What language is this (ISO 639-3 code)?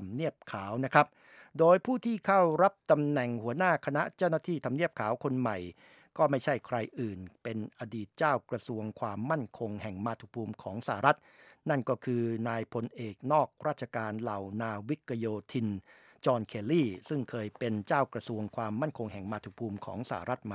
tha